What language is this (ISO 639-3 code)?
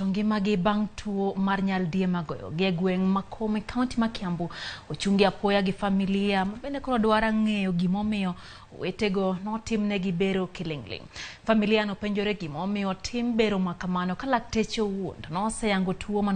luo